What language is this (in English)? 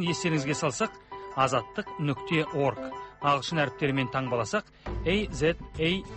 Kazakh